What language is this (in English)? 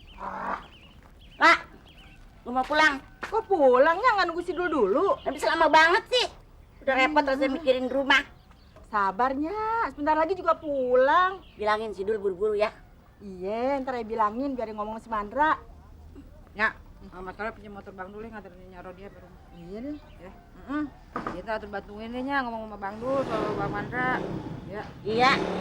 Betawi